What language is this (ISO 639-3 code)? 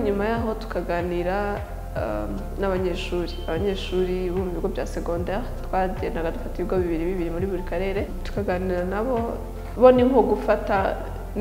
kin